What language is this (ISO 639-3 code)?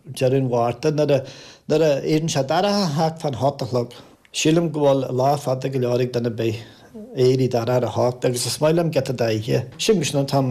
gle